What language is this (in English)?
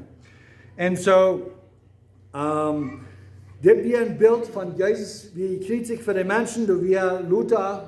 Plautdietsch